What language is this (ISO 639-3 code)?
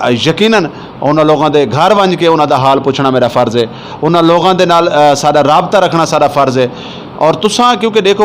skr